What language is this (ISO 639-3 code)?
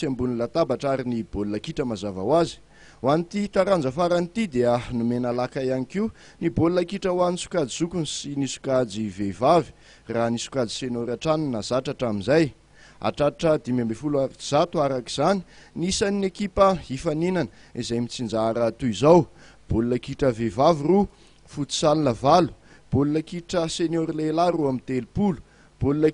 mlg